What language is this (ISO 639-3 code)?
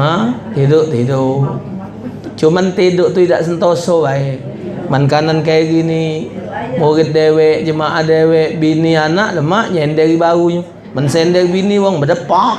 mui